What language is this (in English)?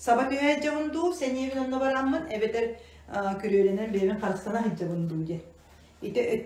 Yakut